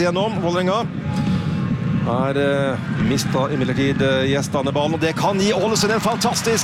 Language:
Norwegian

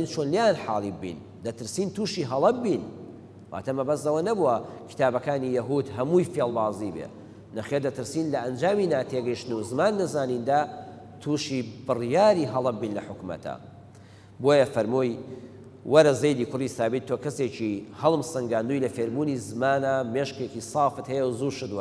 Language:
Central Kurdish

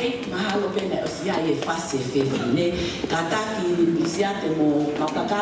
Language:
Tongan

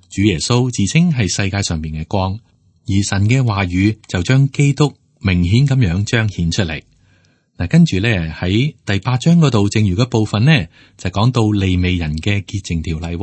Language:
Cantonese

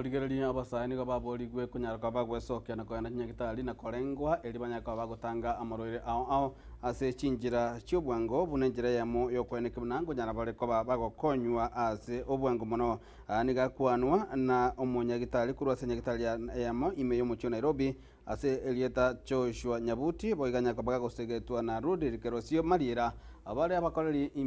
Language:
Gusii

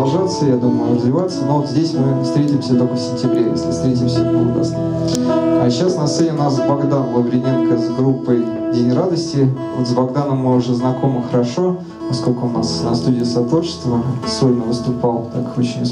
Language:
Russian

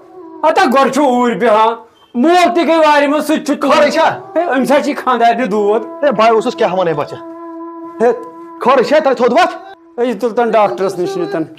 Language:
Kashmiri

